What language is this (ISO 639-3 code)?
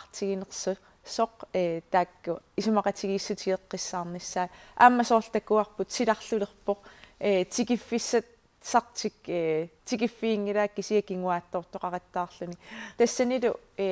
kal